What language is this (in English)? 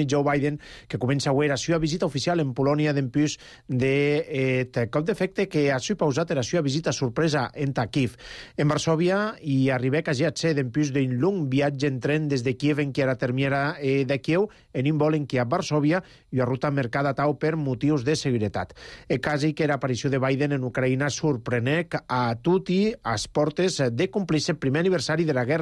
Catalan